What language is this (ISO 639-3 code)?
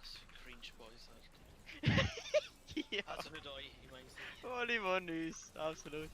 gsw